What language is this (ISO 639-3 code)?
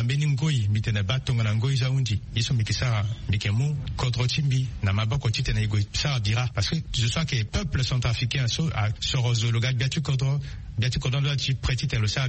sag